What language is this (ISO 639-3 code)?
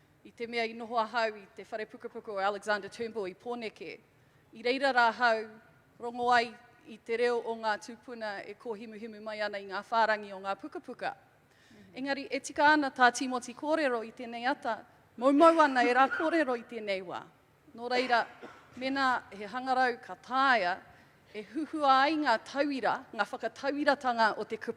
mri